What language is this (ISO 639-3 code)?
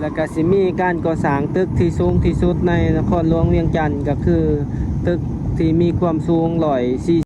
lao